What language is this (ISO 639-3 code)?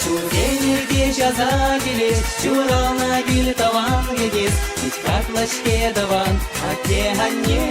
chv